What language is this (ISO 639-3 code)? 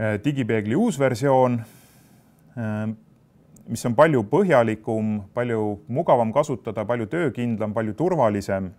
est